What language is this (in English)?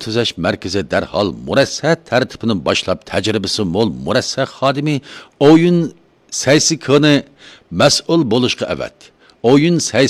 Uyghur